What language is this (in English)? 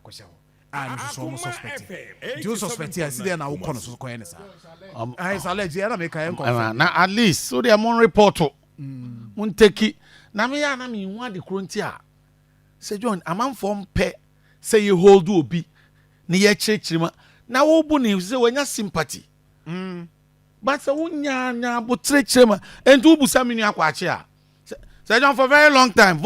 Akan